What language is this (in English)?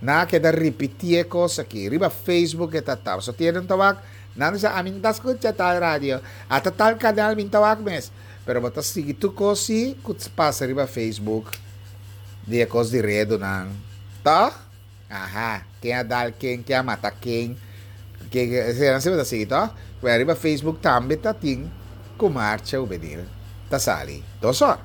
Papiamento